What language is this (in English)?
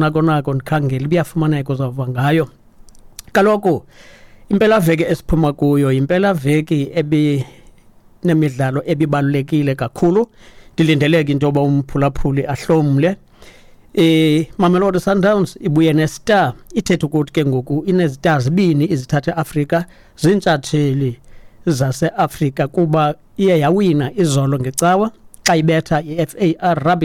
Xhosa